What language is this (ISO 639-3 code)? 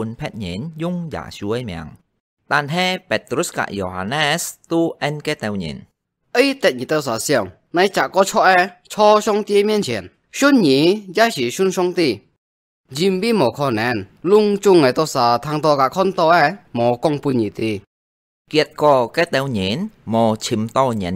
hak